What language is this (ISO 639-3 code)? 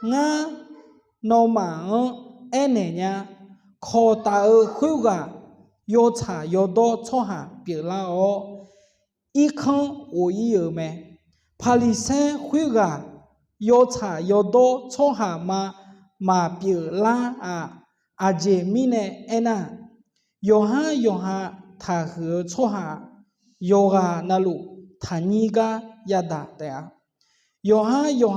ahk